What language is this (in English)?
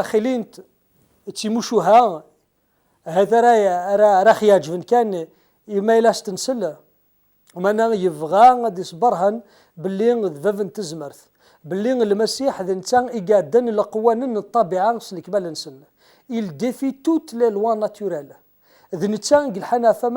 Kabyle